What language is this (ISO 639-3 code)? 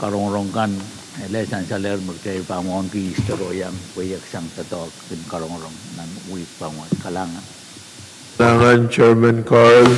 pon